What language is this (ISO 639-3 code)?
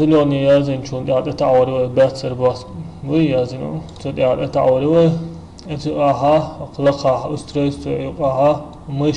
che